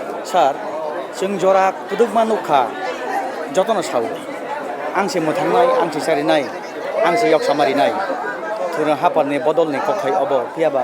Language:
Kok Borok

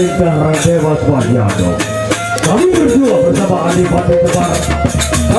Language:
Sasak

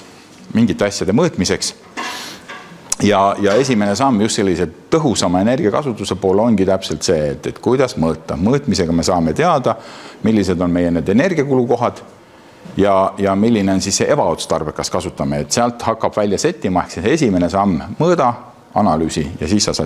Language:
Estonian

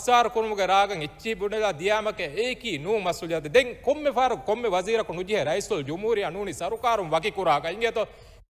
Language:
Divehi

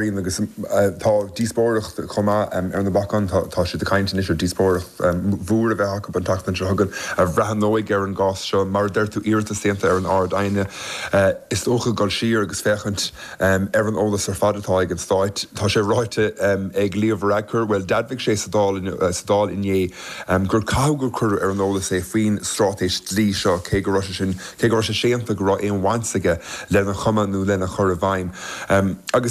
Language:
Irish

